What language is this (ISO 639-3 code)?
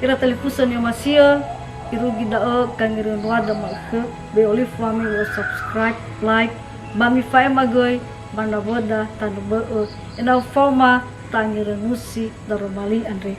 nia